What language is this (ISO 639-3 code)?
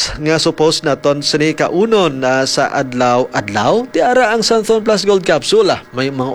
hil